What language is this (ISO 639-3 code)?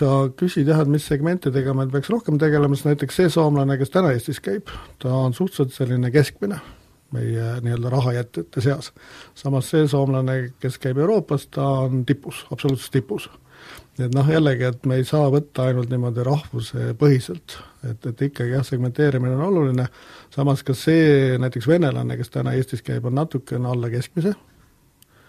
est